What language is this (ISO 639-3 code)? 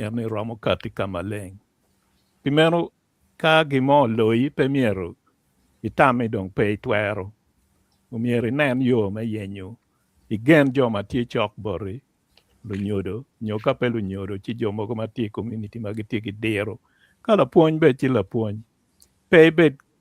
ach